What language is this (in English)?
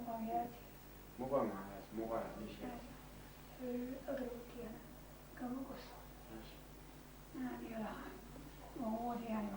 Chechen